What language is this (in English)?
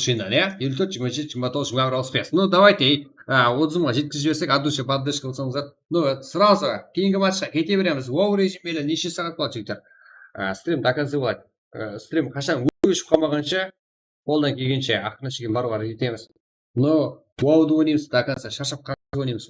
Kara-Kalpak